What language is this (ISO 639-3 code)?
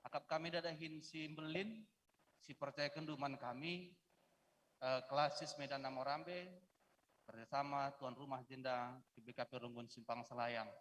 btx